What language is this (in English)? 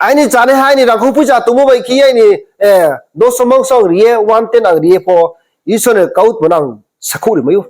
Riang (India)